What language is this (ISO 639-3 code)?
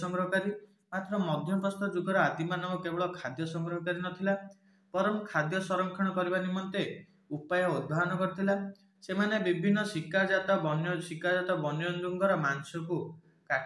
ori